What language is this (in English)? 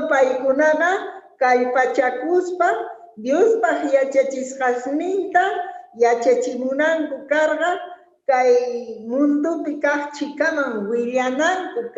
Quechua